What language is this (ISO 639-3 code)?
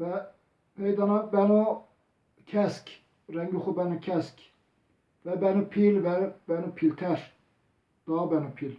zza